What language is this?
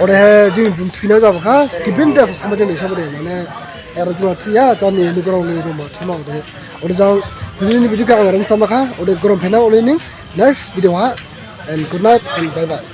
Dimasa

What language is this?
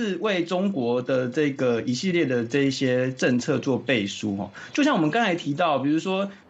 Chinese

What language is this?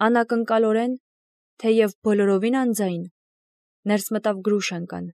Armenian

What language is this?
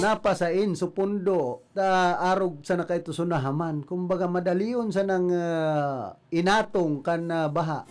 Bikol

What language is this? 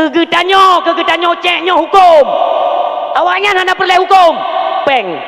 Achinese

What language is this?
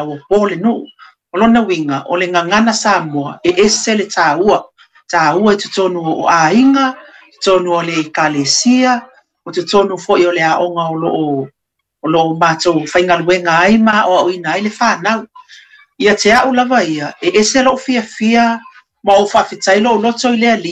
Samoan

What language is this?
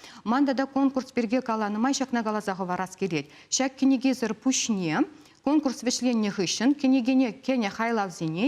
Chuvash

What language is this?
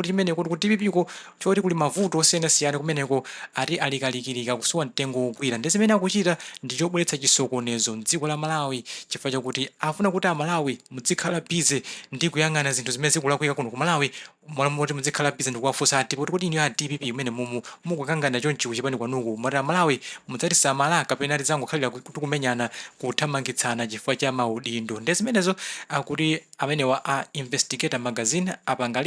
Nyanja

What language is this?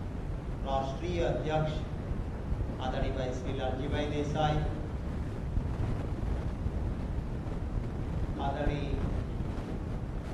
Gujarati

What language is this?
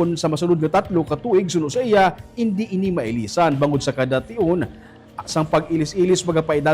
Hiligaynon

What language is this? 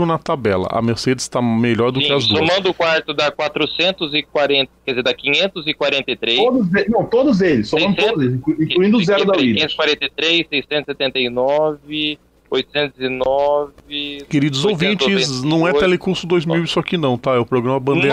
Portuguese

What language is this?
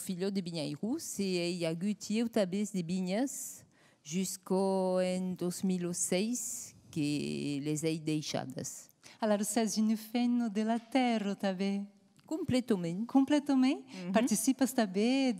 Occitan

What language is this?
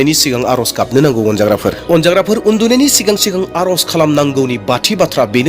Bodo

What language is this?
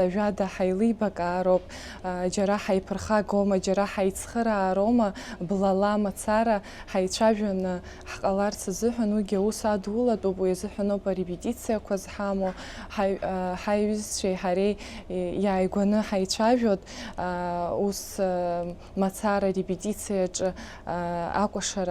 Abkhazian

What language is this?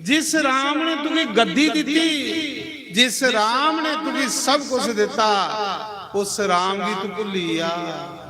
Dogri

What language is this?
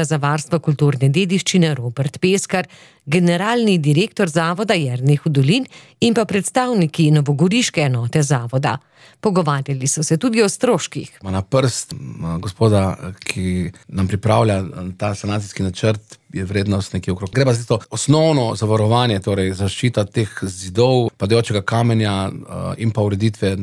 Slovenian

